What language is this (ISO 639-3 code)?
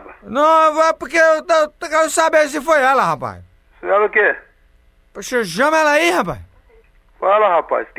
por